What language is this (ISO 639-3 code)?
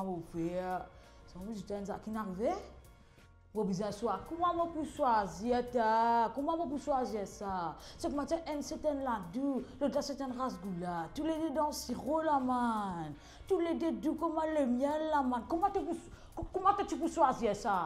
mfe